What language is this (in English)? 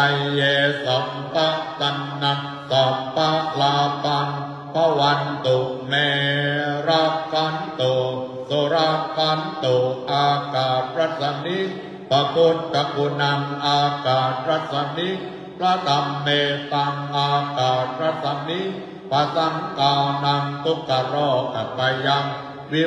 Pali